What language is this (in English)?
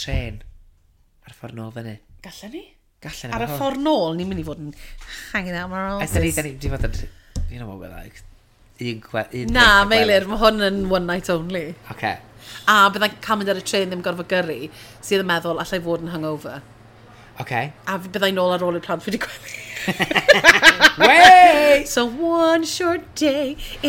Welsh